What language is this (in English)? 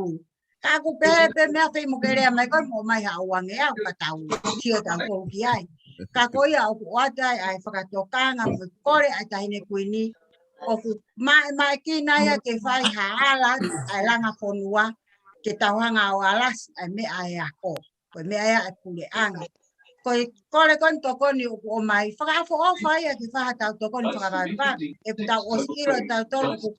Tongan